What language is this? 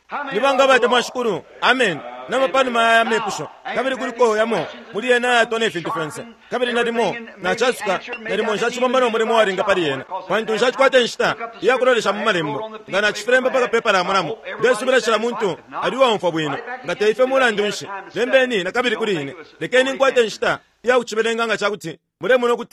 Bemba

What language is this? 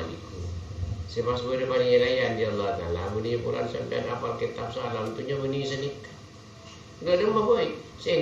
Madurese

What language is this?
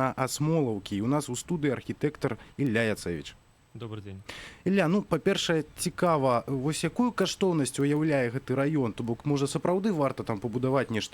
Belarusian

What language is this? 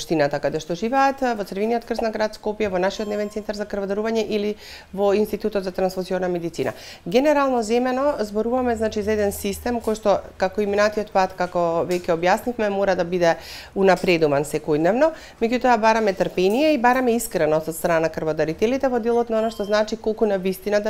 Macedonian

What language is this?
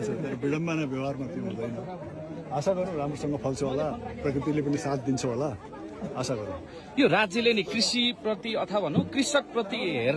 Nepali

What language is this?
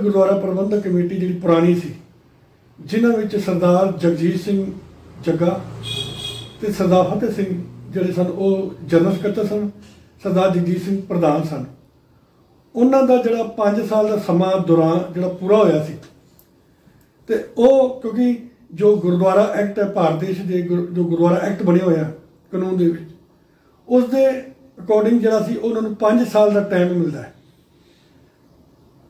Punjabi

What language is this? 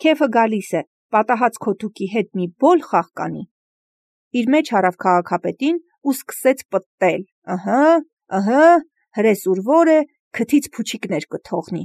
Armenian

